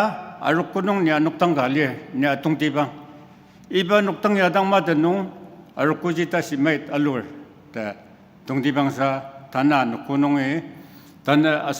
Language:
Ao Naga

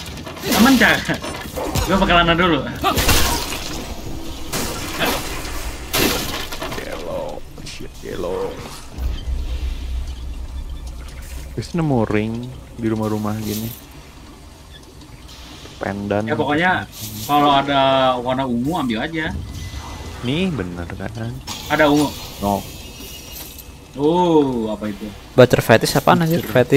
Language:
Indonesian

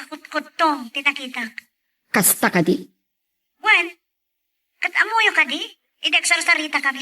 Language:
Iloko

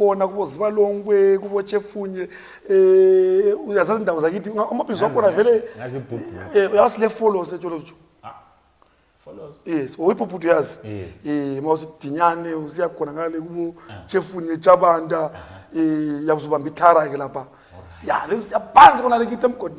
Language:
Zulu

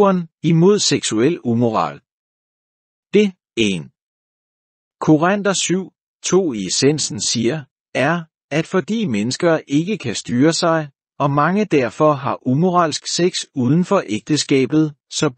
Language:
Danish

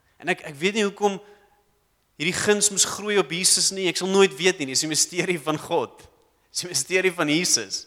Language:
Afrikaans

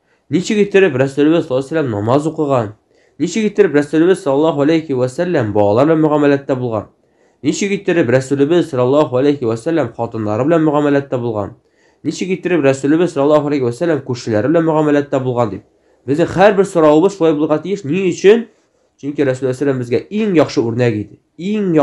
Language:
Tatar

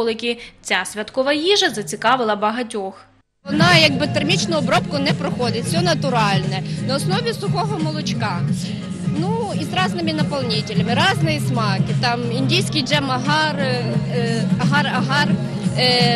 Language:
Ukrainian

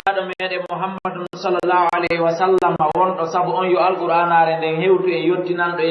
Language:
Fula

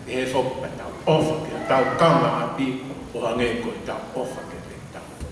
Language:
Tongan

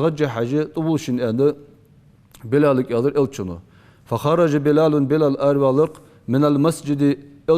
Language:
Ingush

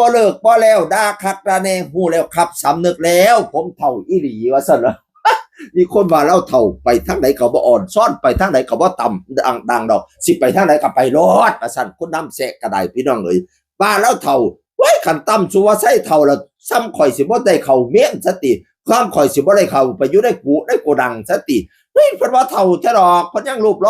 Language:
Northeastern Thai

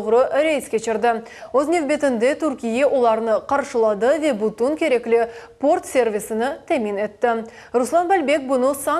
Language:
Crimean Tatar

